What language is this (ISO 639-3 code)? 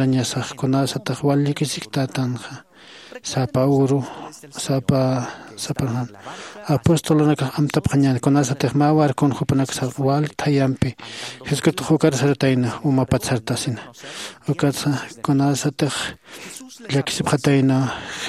aym